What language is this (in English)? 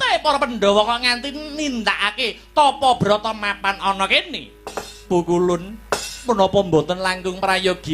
Javanese